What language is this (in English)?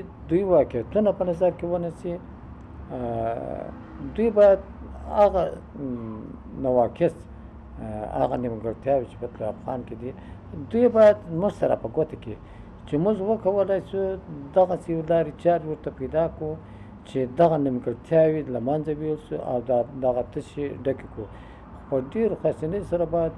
Pashto